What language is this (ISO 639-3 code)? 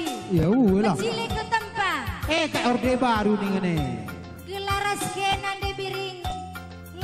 btx